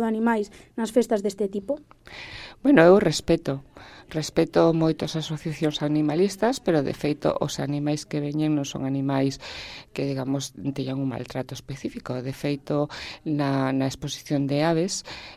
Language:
Galician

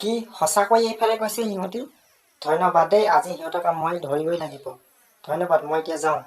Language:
Assamese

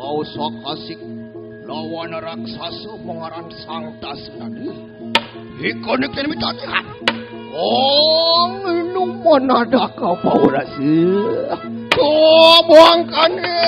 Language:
Balinese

